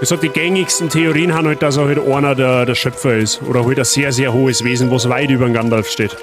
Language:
Bavarian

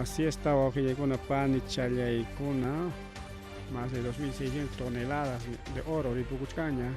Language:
Ayacucho Quechua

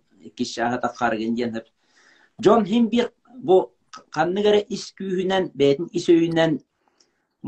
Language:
Yakut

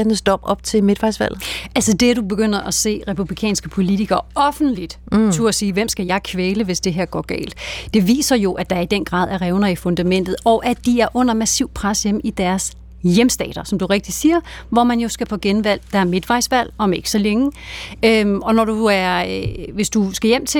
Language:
Danish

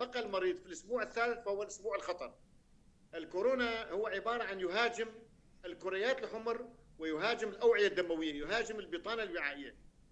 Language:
North Levantine Arabic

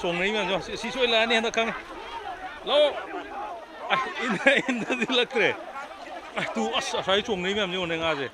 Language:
Manipuri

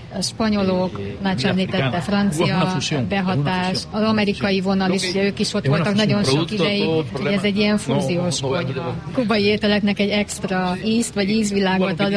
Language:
Hungarian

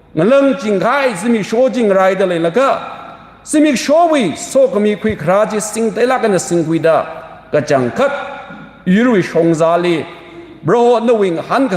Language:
Tangkhul Naga (India)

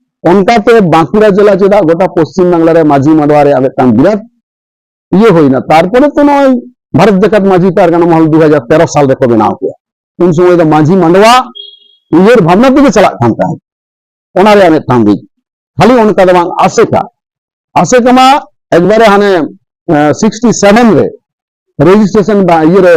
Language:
Santali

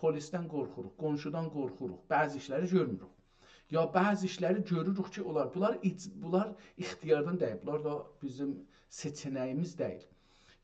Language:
South Azerbaijani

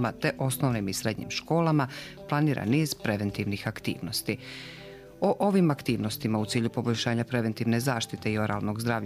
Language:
Bosnian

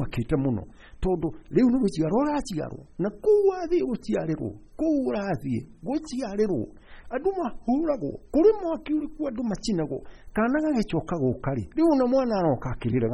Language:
Kikuyu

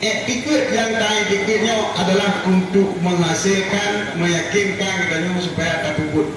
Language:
Achinese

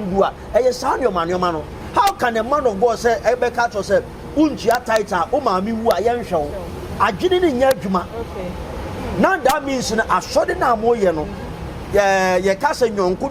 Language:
Akan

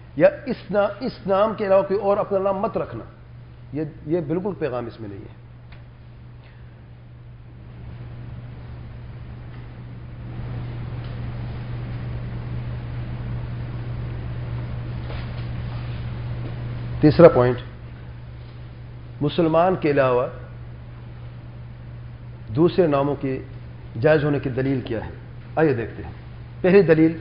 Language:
Urdu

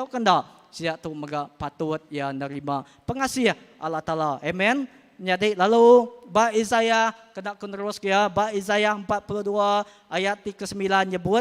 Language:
Iban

